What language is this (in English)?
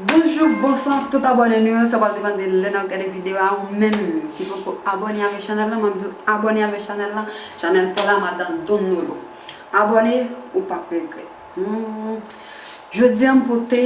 Haitian Creole